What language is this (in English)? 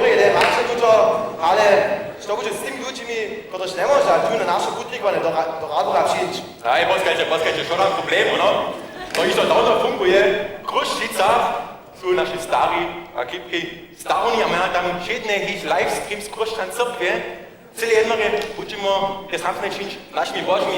Upper Sorbian